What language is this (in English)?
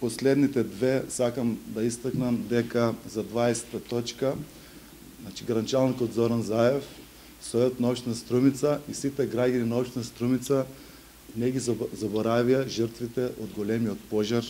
Macedonian